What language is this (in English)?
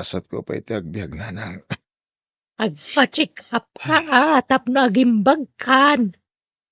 Iloko